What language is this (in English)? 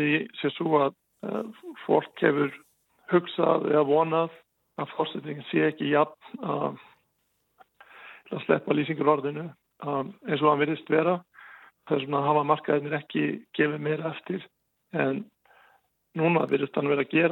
Icelandic